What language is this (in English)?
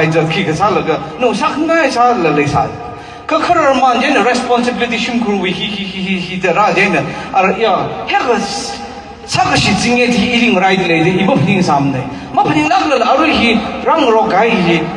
Tangkhul Naga (India)